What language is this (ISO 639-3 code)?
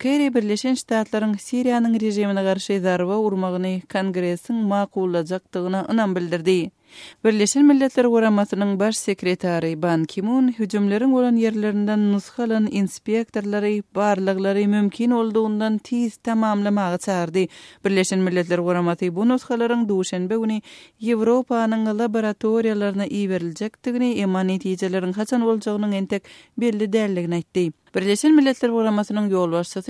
tuk